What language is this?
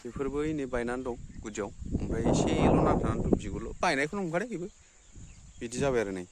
Bodo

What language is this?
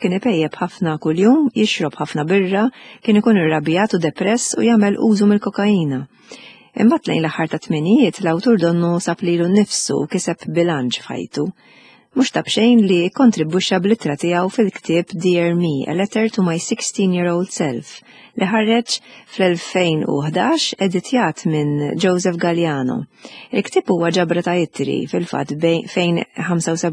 Maltese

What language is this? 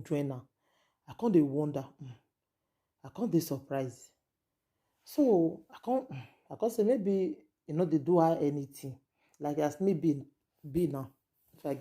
Nigerian Pidgin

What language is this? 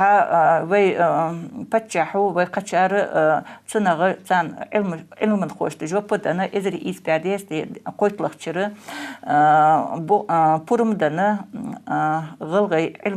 Ingush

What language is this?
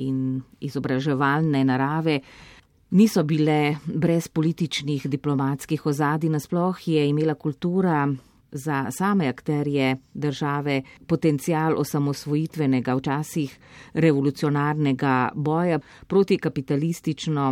Slovenian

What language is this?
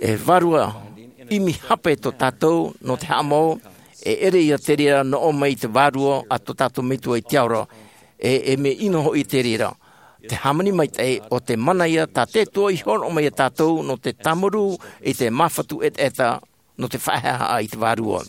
Tahitian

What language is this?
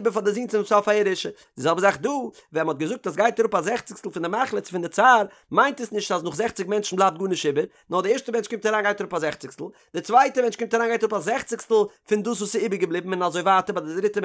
Yiddish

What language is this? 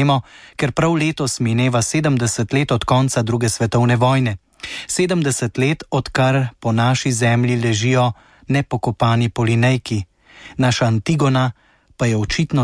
Slovenian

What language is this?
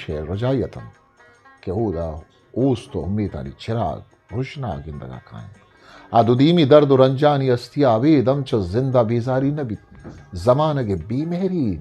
Eastern Balochi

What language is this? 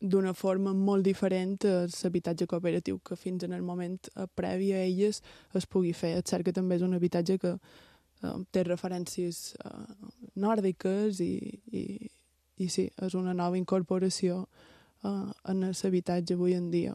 Catalan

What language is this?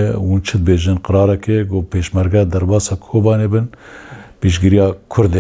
Kurdish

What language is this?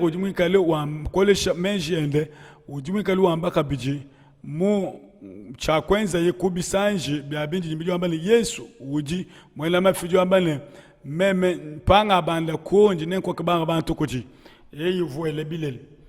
Luba-Lulua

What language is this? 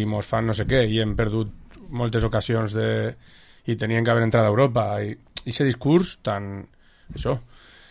Catalan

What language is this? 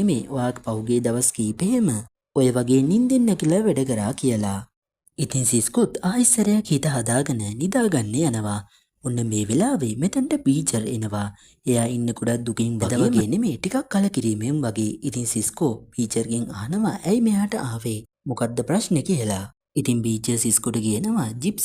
Sinhala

